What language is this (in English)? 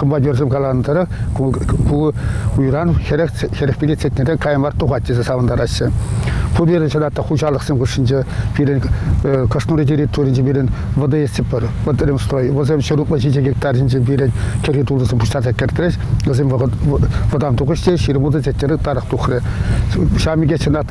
Chuvash